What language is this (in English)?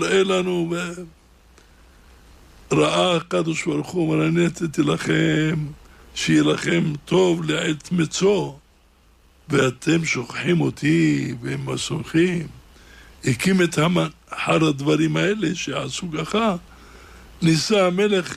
Hebrew